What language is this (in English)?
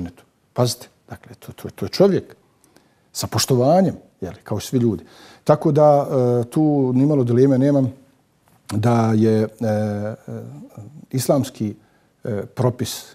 Bosnian